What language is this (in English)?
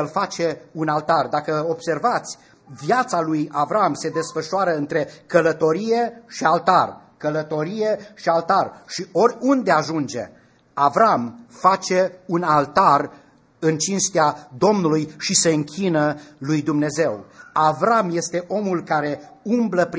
Romanian